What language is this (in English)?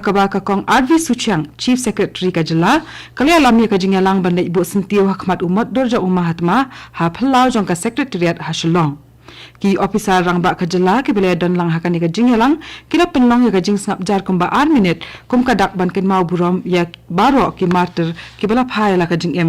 Khasi